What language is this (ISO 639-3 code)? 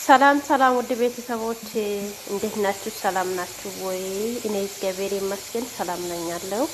amh